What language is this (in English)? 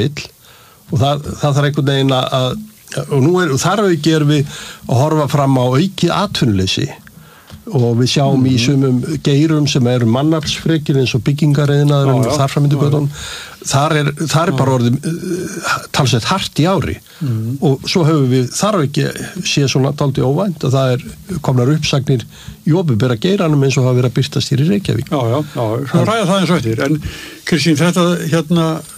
Icelandic